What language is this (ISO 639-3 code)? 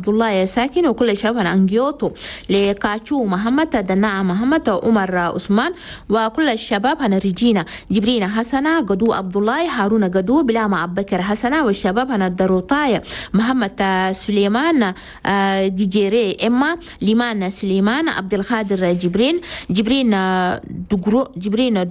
shu